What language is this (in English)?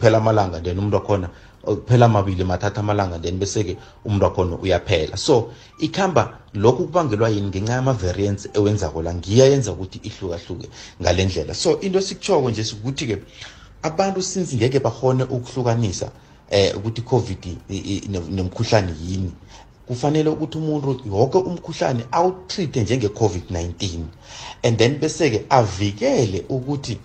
South Ndebele